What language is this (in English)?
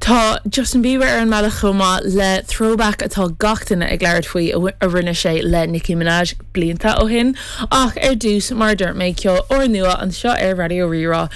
Irish